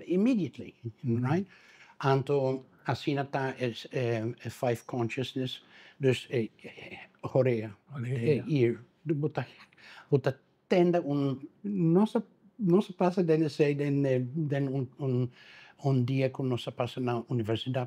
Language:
Papiamento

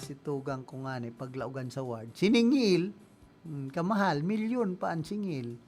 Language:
Bikol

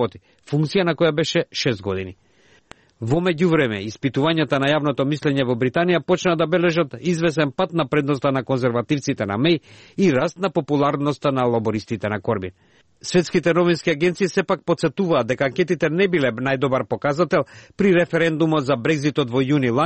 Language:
Macedonian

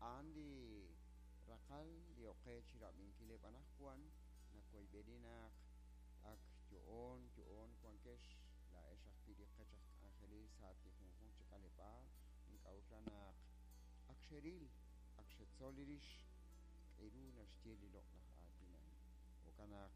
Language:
Kekchí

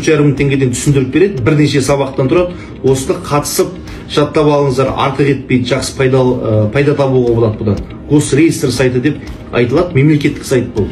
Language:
Kazakh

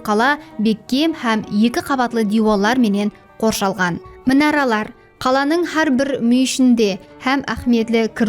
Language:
Kara-Kalpak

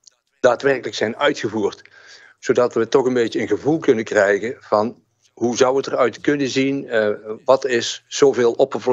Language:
Dutch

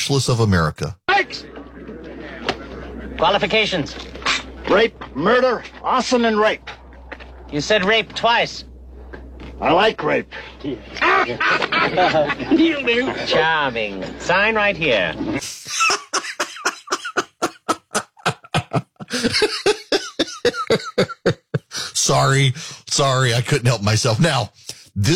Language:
English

